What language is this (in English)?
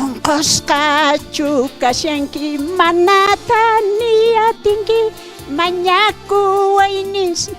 South Bolivian Quechua